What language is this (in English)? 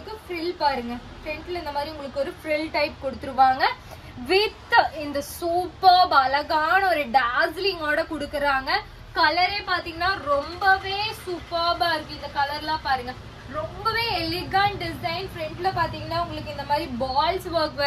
Tamil